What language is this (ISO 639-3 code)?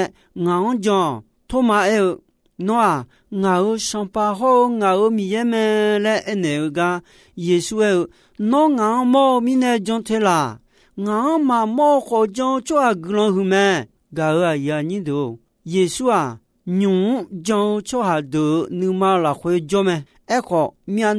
ahk